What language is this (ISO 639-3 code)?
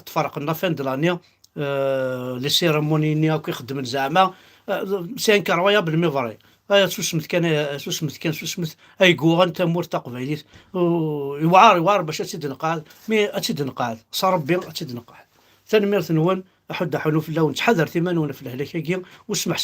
kab